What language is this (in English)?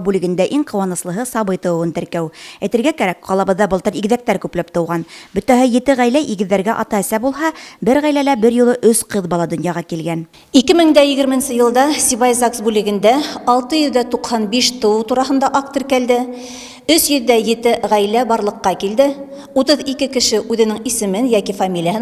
Bashkir